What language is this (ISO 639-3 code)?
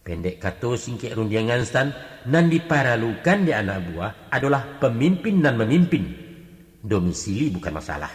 min